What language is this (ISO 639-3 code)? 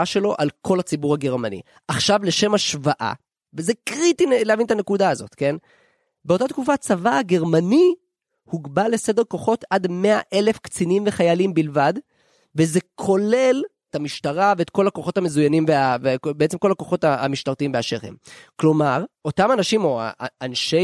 heb